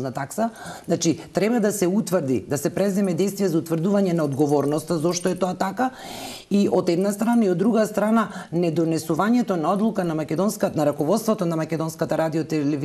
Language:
Macedonian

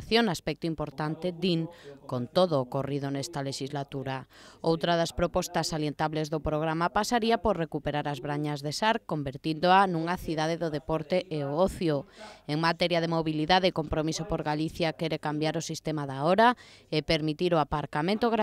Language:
Galician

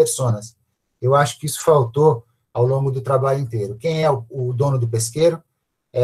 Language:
Portuguese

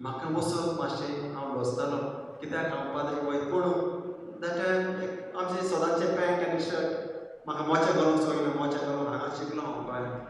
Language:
Konkani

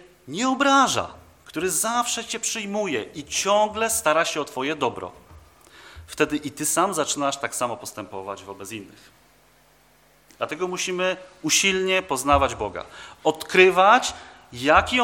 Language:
Polish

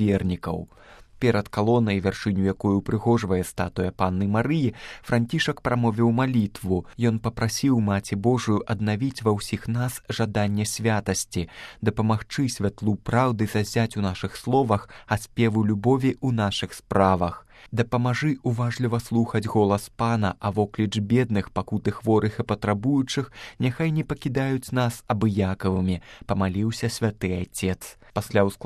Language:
Belarusian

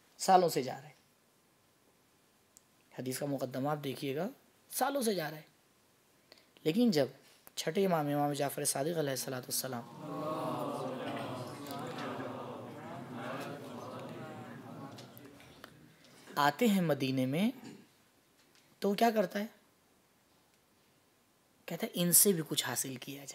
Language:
Urdu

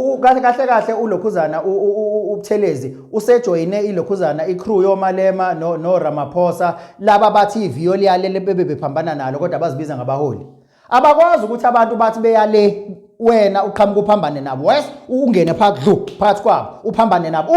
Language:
Zulu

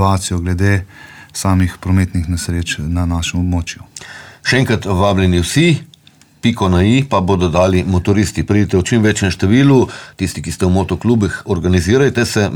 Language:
Slovenian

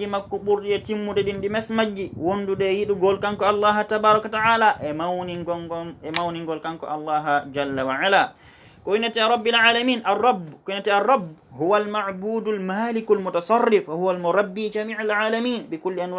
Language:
Fula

